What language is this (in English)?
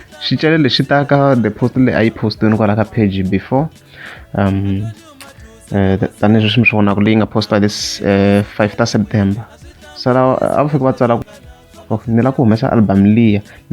Tsonga